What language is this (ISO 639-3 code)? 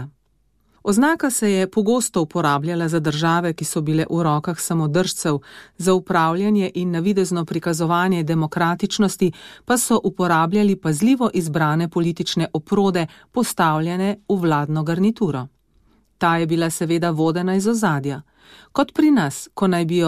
slv